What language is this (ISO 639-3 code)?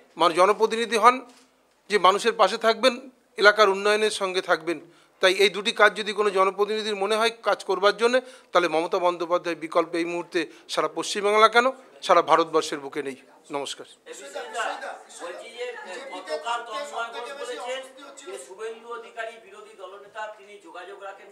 ben